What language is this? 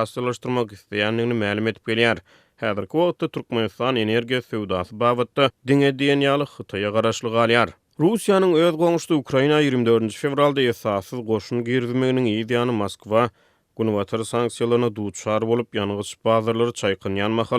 Turkmen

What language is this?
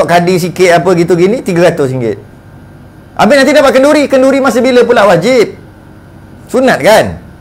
Malay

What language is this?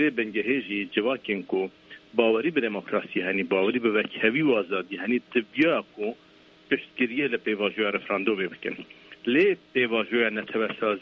Kurdish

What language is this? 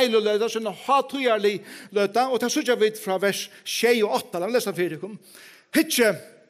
Faroese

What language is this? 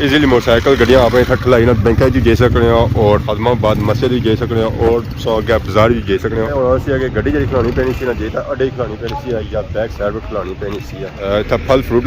Pahari-Potwari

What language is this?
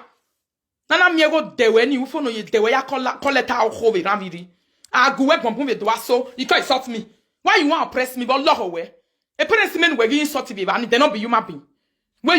Nigerian Pidgin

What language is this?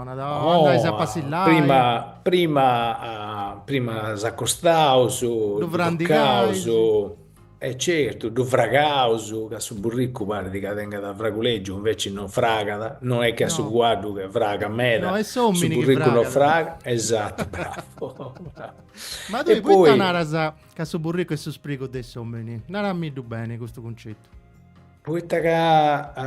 Sardinian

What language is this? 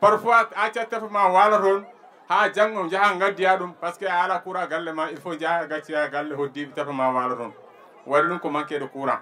Fula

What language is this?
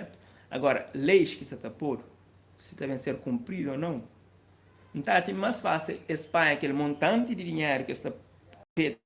Kabuverdianu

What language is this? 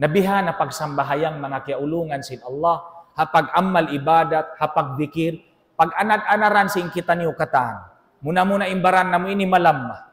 Tausug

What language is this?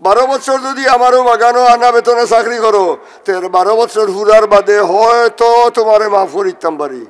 Sylheti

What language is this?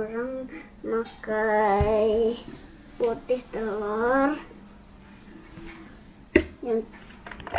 Indonesian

